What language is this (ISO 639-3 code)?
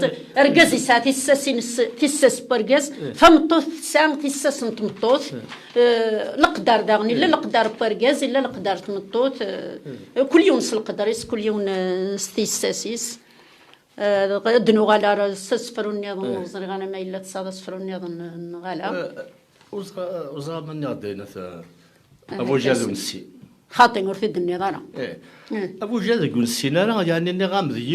kab